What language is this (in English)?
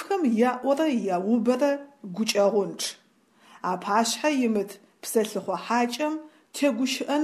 Adyghe